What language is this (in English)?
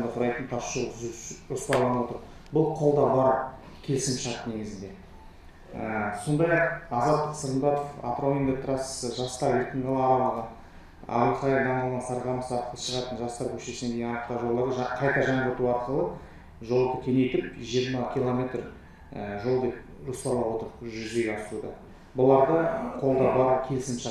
Kazakh